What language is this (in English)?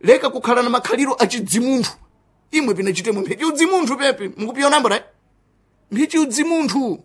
Sena